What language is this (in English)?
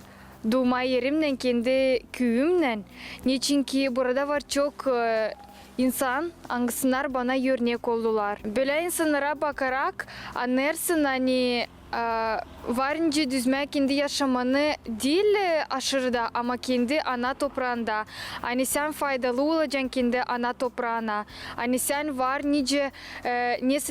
Gagauz